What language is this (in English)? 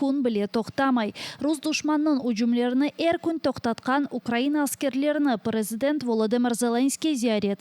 Crimean Tatar